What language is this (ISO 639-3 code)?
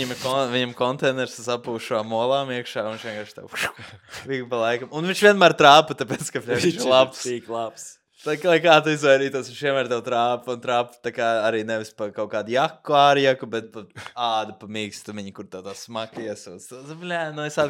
lav